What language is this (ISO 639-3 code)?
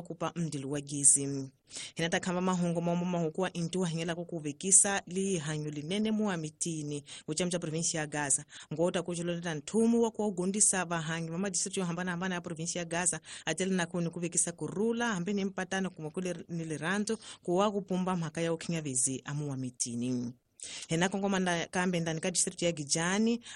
tso